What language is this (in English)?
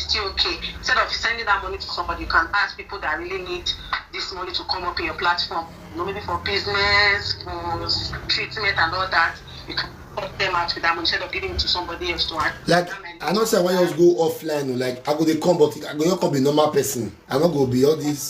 Nigerian Pidgin